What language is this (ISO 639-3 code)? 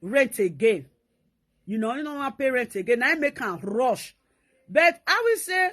pcm